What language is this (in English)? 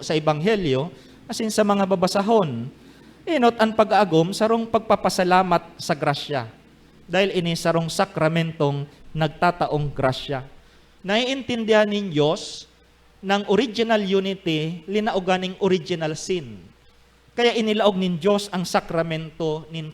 Bikol